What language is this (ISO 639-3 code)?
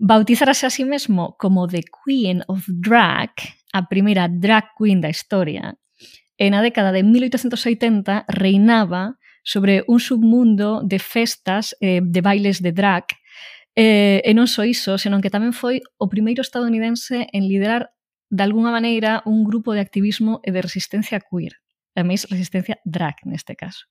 glg